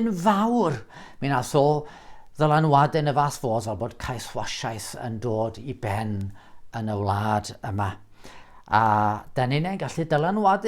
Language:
Welsh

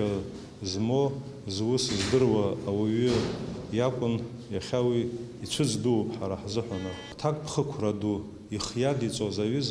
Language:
Abkhazian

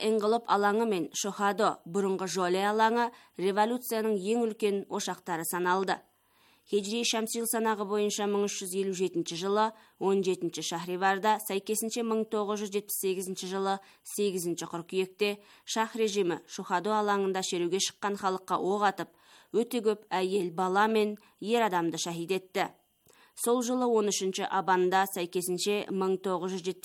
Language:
Kazakh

